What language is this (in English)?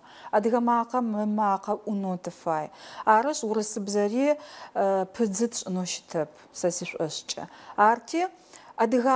Adyghe